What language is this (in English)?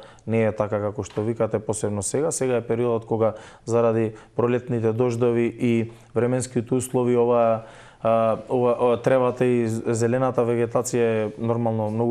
Macedonian